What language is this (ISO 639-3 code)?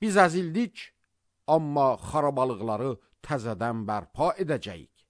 aze